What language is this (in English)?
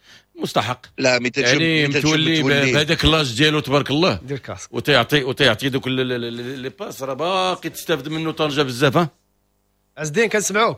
Moroccan Arabic